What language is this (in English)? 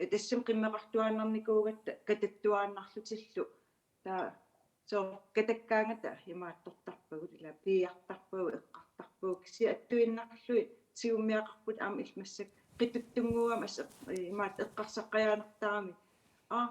Kalaallisut